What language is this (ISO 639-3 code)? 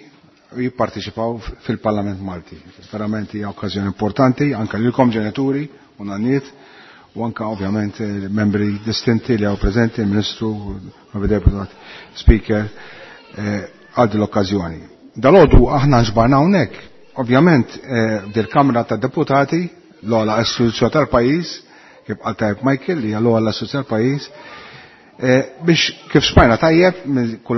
mlt